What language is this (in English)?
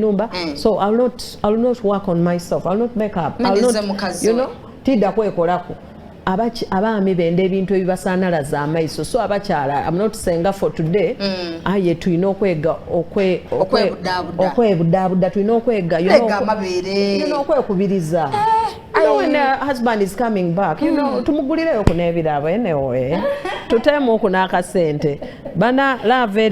Soga